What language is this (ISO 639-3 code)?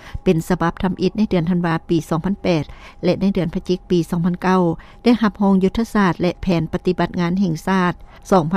lao